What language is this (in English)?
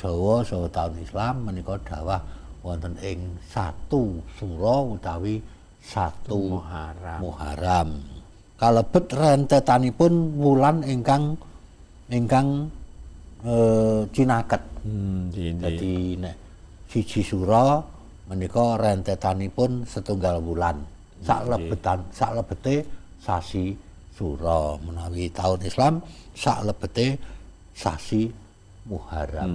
Javanese